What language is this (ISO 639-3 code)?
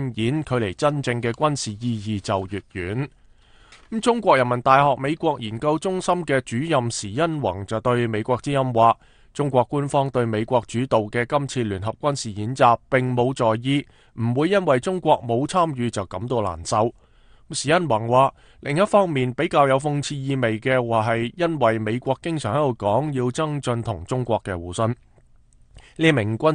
yue